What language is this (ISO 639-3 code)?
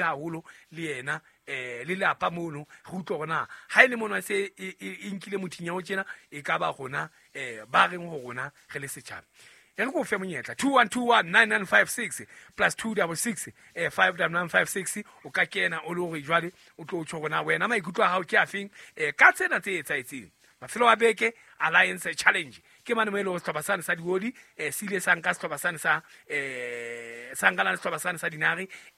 sot